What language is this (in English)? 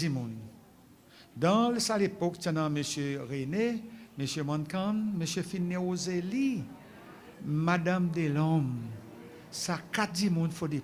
Seselwa Creole French